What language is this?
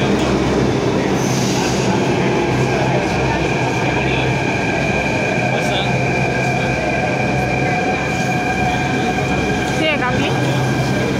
Marathi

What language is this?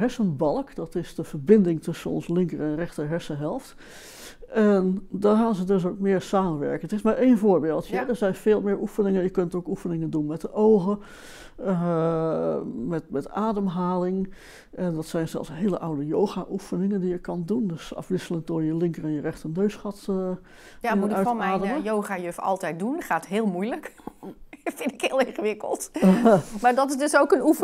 Dutch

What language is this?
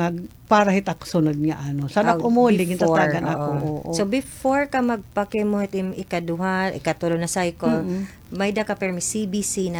Waray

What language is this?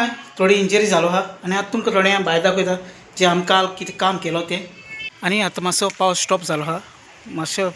Konkani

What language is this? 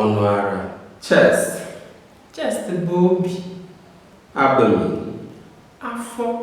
Igbo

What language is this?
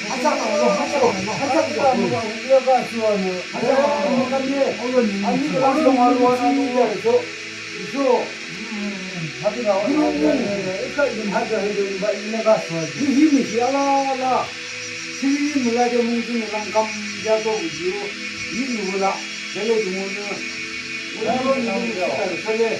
Yimchungru Naga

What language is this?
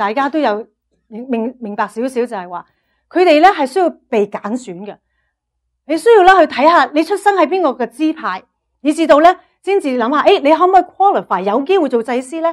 Cantonese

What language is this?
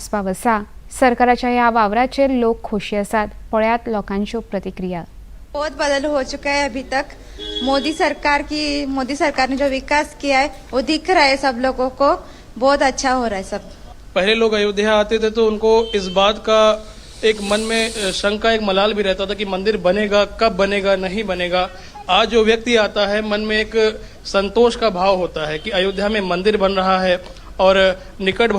Konkani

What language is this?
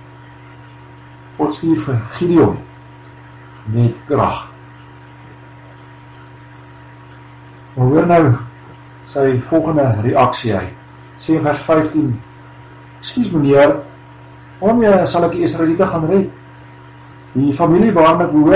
Afrikaans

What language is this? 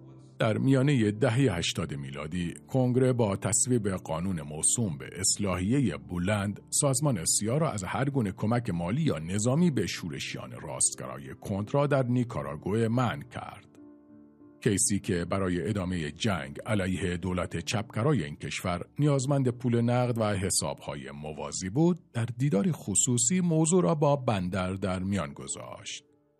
Persian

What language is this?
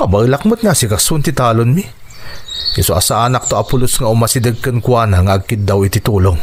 Iloko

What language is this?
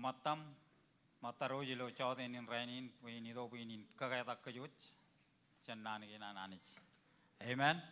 Marshallese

